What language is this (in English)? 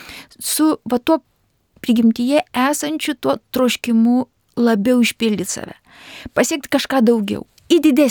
Lithuanian